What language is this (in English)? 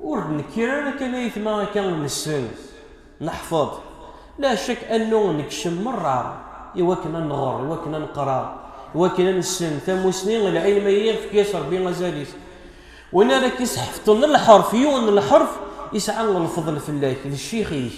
Kabyle